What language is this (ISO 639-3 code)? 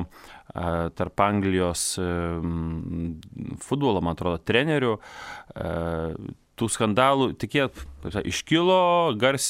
lit